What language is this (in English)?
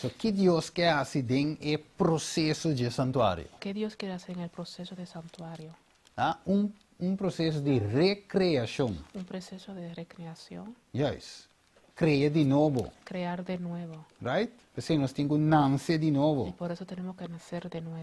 Papiamento